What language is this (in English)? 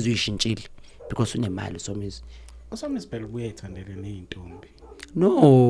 Zulu